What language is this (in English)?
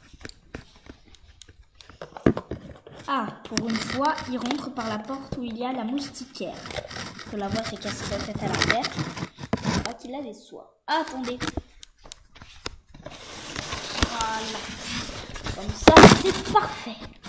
French